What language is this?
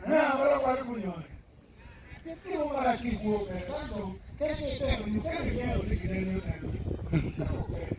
Acoli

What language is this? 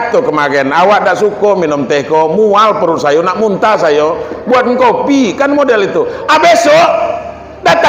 Minangkabau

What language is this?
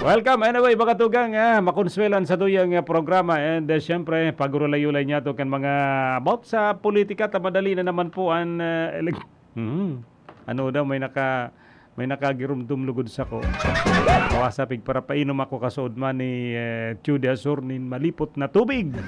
Bikol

